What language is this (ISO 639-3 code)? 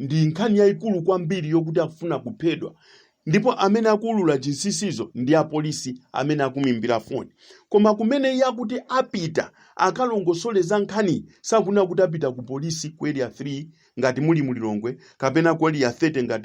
nya